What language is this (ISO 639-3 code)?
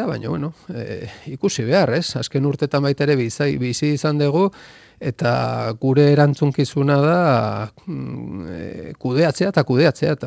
eus